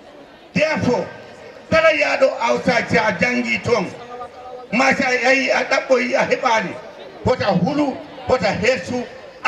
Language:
Fula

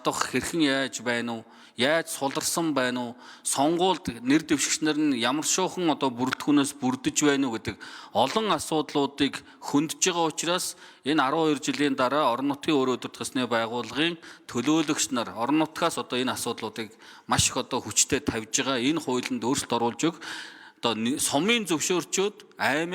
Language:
Mongolian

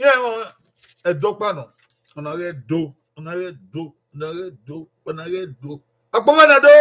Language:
Bini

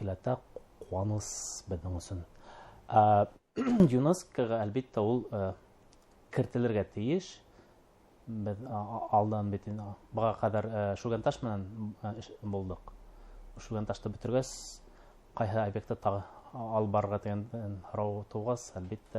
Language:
Bashkir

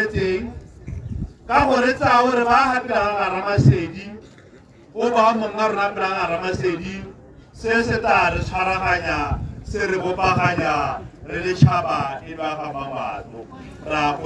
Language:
Tswana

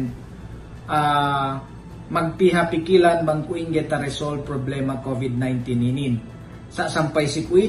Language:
Yakan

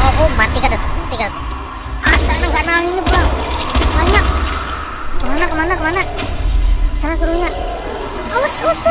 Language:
Banjar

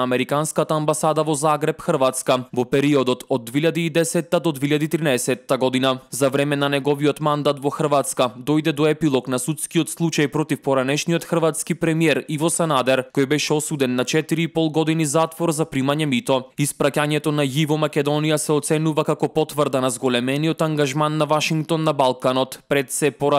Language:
Macedonian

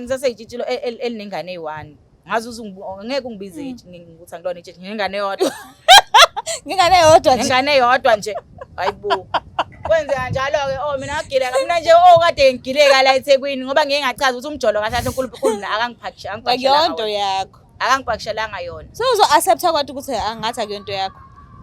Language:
Zulu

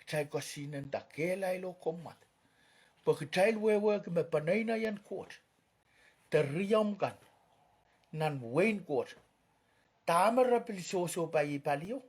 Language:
Pohnpeian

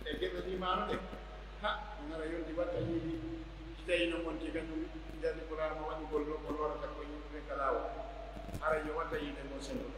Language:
Pular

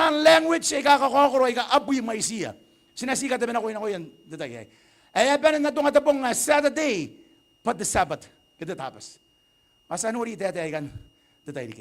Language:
Gilbertese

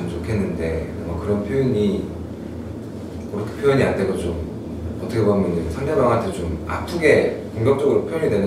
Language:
Korean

